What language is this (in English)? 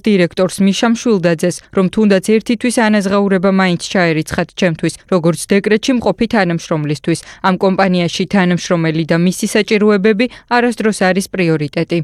Georgian